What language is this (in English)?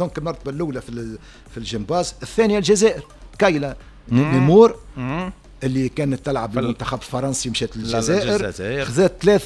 Tunisian Arabic